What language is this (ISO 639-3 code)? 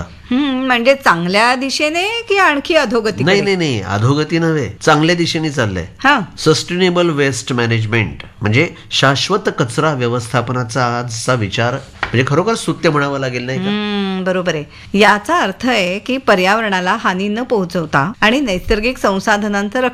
mar